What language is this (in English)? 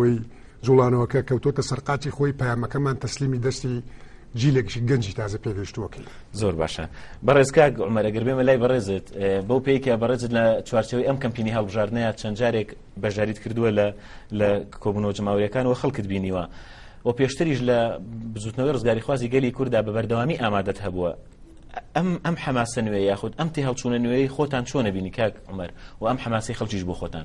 Central Kurdish